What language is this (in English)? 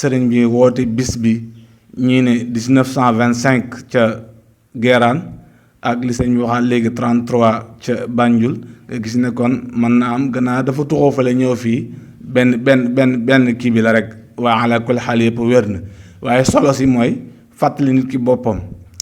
Wolof